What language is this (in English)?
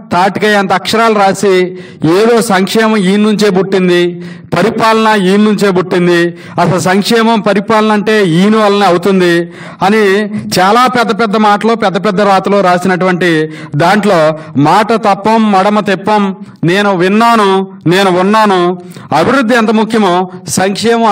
Telugu